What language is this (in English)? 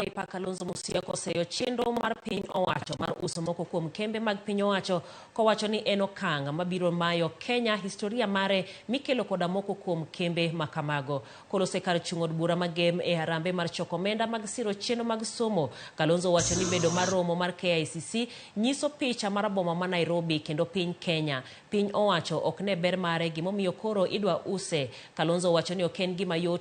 Luo (Kenya and Tanzania)